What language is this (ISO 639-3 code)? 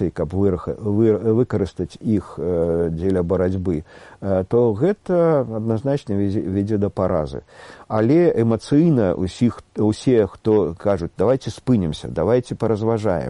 bel